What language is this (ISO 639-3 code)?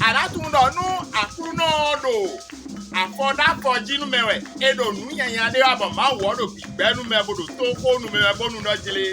fon